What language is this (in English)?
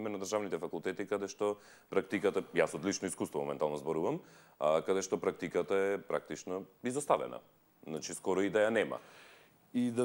Macedonian